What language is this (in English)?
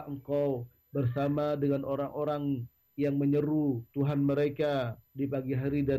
Indonesian